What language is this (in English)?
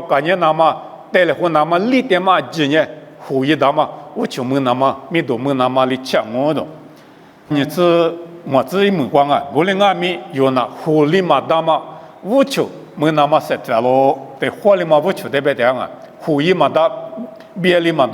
Lisu